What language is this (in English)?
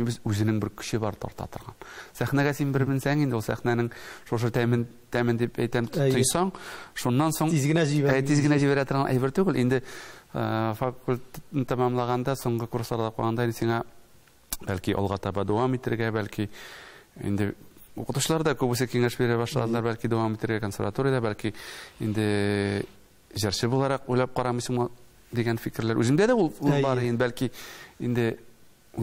Tatar